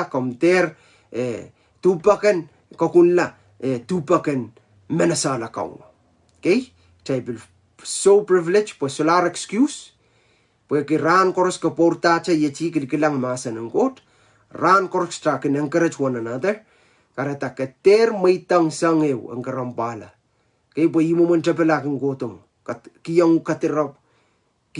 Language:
Pohnpeian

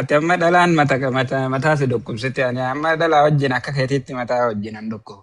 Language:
Oromo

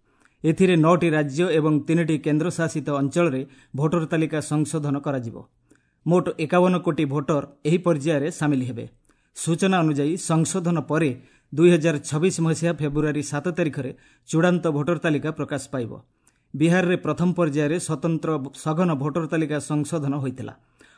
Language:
Odia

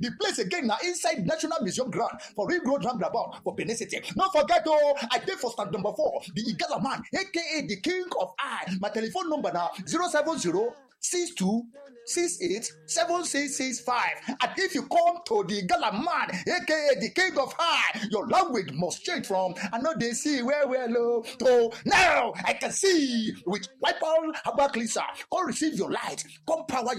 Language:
Nigerian Pidgin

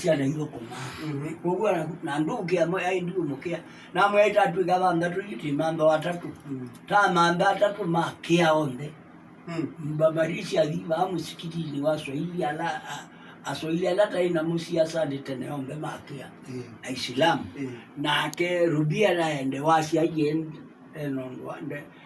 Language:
Kamba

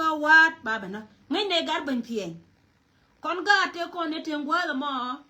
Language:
Nuer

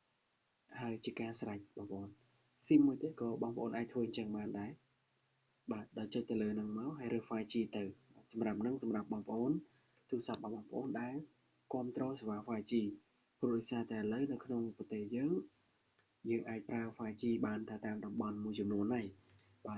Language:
Khmer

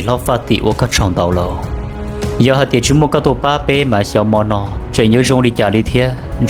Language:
Hmong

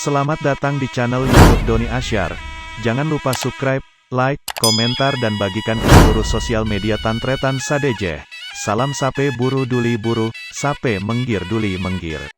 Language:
Madurese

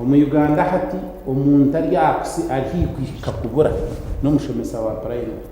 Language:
Nyankole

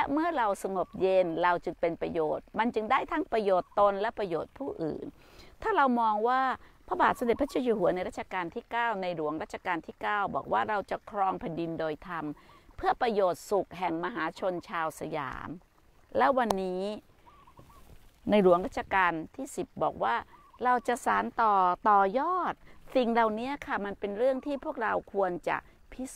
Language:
Thai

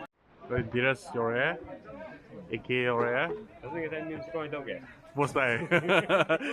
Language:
Manipuri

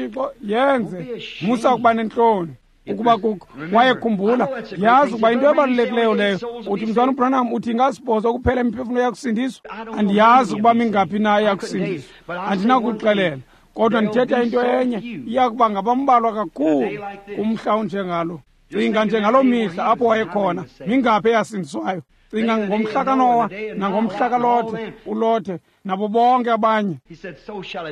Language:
Xhosa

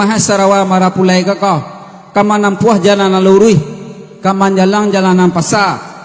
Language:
Minangkabau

